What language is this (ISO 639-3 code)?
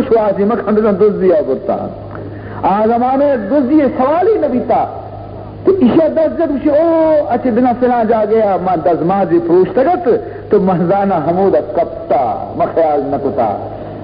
bal